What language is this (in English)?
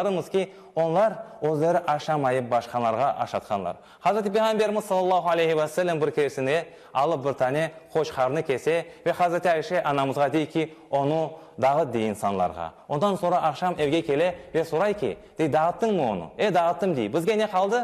Crimean Tatar